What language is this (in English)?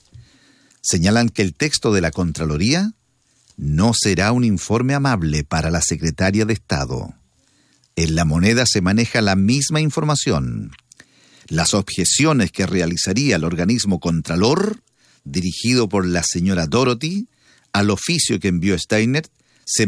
Spanish